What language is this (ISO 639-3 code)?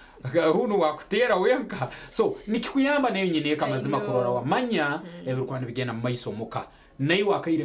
nyn